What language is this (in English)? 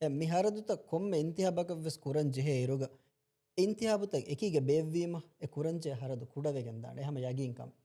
Divehi